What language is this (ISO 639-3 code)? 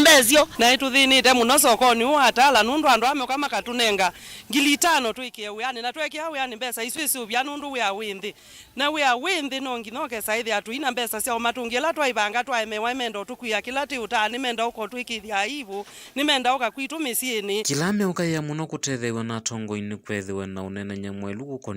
kam